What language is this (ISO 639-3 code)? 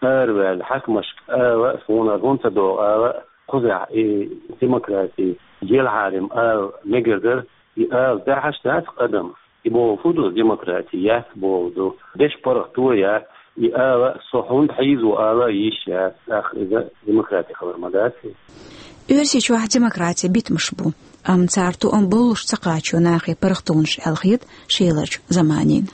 che